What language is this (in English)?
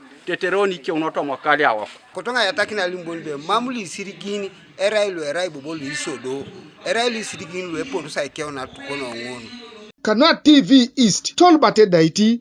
Teso